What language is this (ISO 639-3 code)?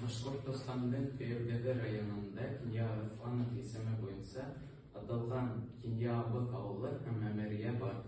bak